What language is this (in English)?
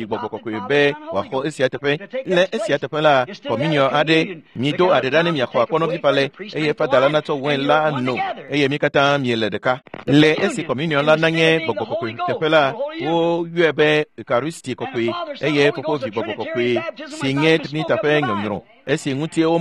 Ewe